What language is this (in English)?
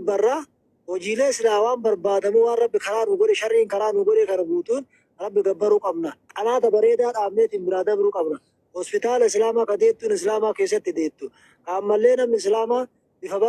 Oromo